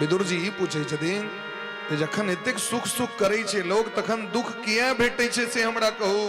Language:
Maithili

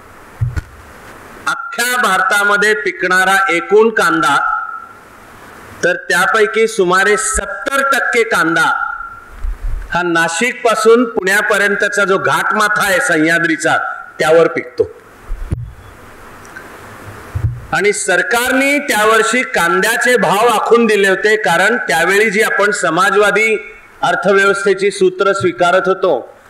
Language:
Marathi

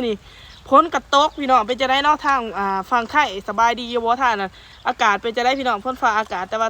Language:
Lao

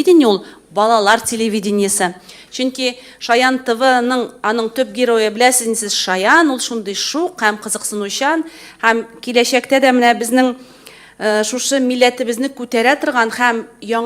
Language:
Tatar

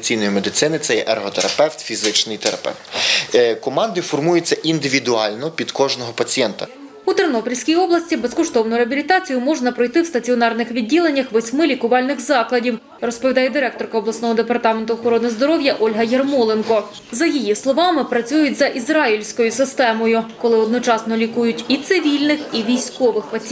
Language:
Ukrainian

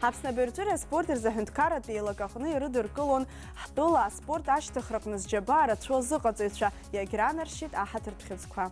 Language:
Abkhazian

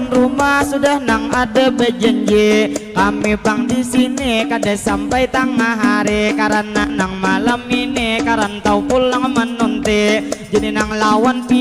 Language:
Banjar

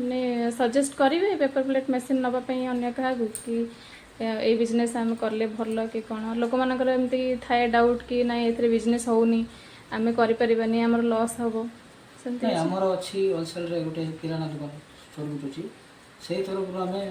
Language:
Odia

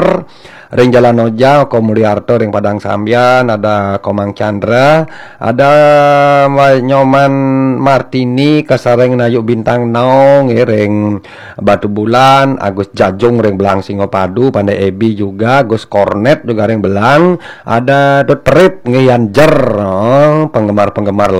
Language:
Balinese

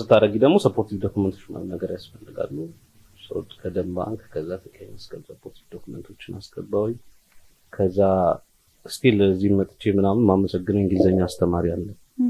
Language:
Amharic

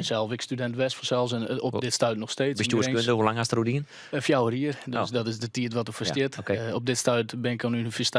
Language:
Western Frisian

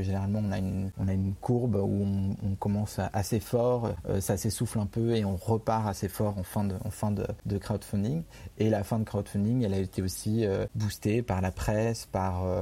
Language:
French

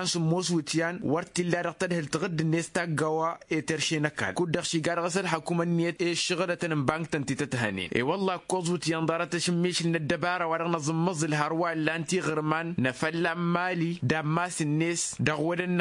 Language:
Tamasheq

